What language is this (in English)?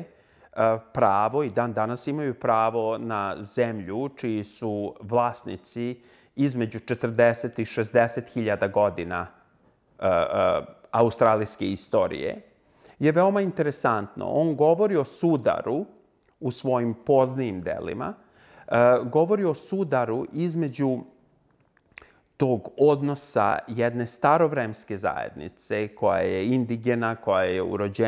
Serbian